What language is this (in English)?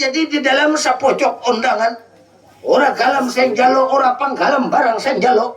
Banjar